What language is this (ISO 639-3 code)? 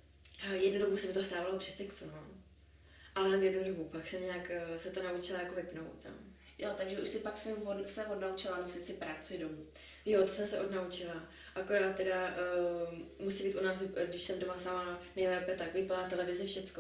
ces